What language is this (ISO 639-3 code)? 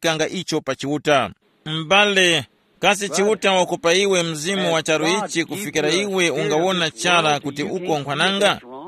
tum